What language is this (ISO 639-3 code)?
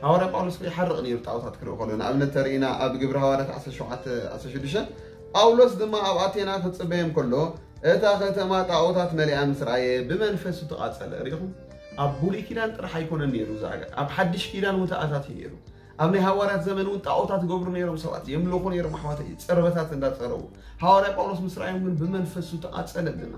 tir